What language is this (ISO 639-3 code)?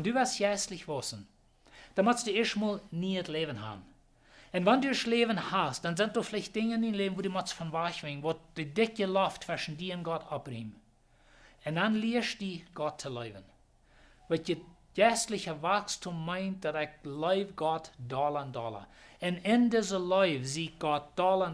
pdt